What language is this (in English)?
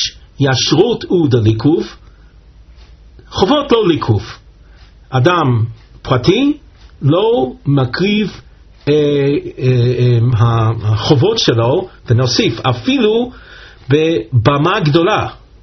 Hebrew